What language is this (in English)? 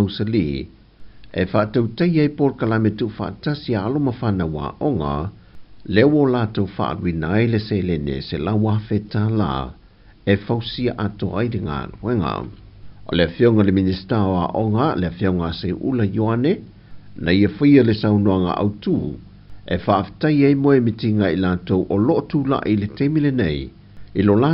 Samoan